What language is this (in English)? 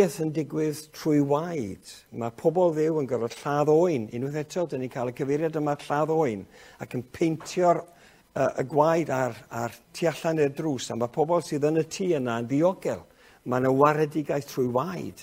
Welsh